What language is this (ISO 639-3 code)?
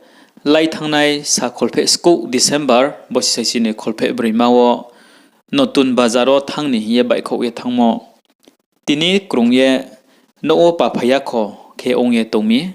ria